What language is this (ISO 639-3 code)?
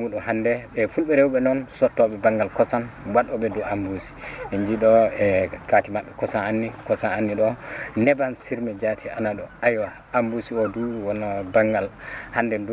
ful